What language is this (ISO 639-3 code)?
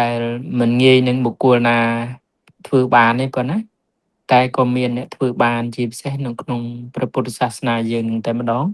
khm